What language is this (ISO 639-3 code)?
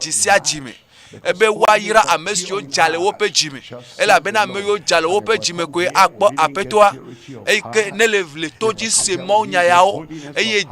ewe